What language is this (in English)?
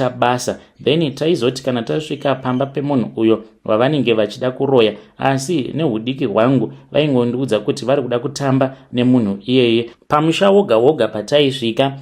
Shona